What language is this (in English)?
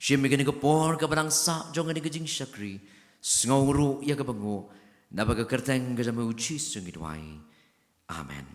Khasi